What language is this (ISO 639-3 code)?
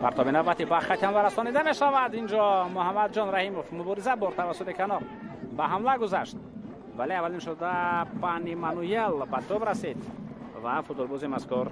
tgk